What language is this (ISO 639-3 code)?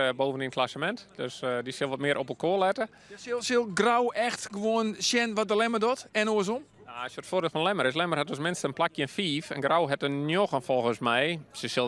fry